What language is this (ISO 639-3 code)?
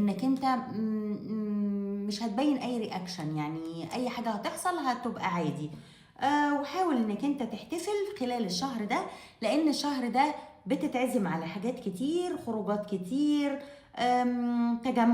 arz